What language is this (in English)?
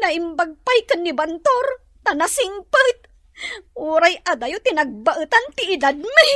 Iloko